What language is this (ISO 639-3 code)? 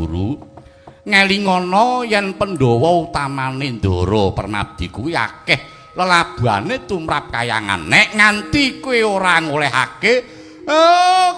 jav